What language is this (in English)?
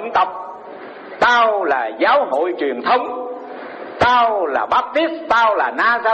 Vietnamese